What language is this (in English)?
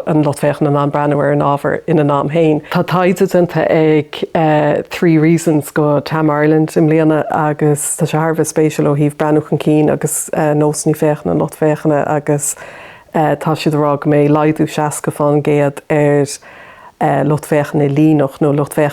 Irish